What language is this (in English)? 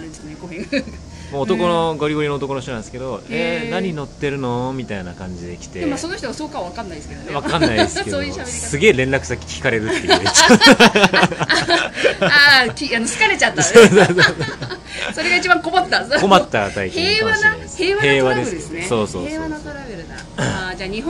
Japanese